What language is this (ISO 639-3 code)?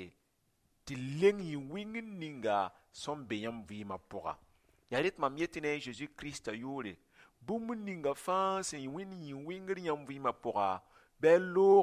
mos